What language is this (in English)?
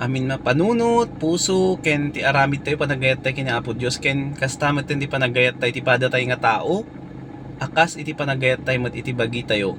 Iloko